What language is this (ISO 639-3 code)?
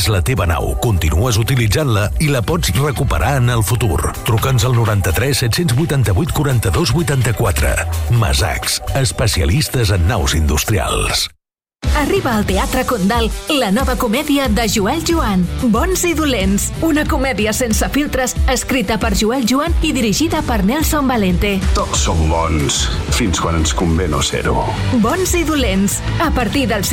cat